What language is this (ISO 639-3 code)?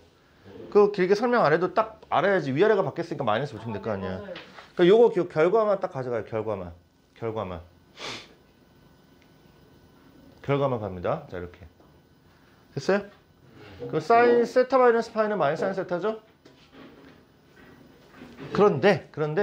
kor